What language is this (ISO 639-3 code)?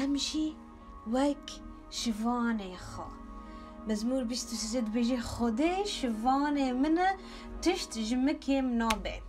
kur